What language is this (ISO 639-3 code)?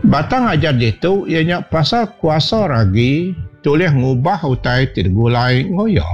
iba